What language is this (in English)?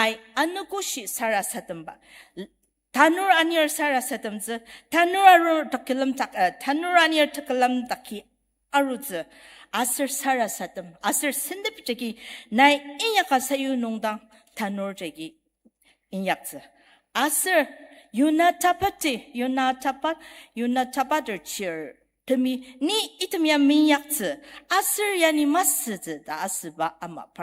Ao Naga